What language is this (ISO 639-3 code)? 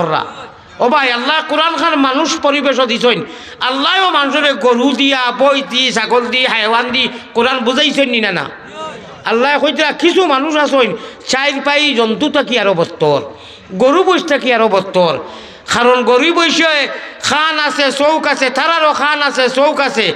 syl